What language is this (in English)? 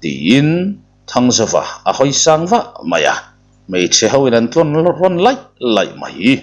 Mizo